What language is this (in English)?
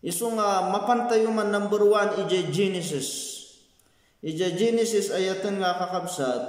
Iloko